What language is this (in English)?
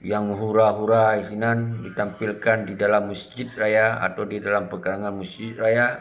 Achinese